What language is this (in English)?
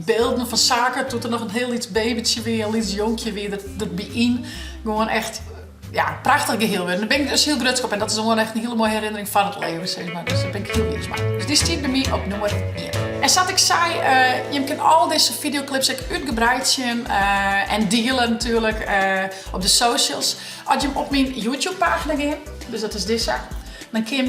Western Frisian